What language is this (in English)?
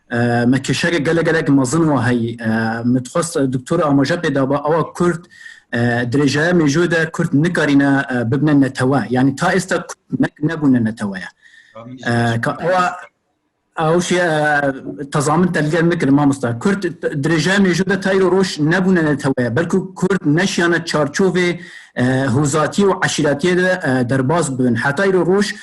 Kurdish